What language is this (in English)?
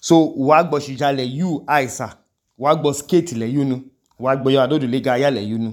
Idoma